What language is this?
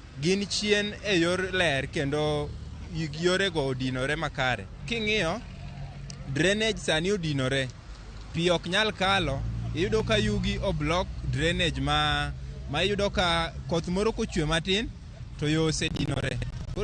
Luo (Kenya and Tanzania)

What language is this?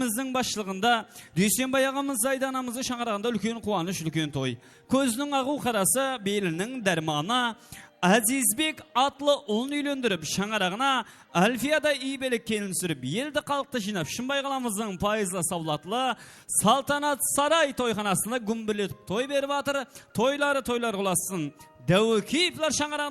Kara-Kalpak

